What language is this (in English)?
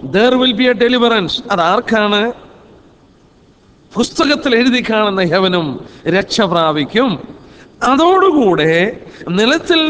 Malayalam